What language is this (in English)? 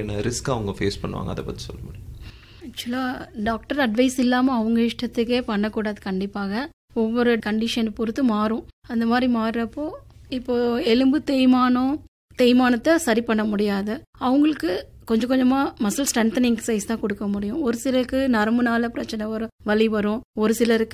Tamil